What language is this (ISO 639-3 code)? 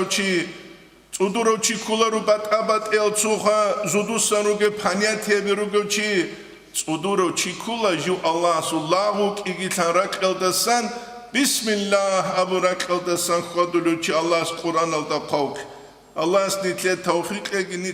ava